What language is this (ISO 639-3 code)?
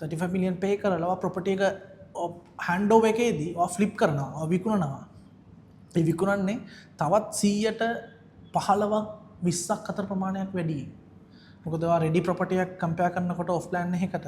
sin